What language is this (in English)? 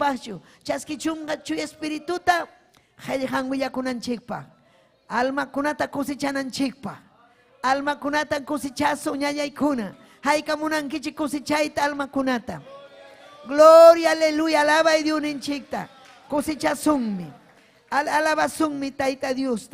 Ayacucho Quechua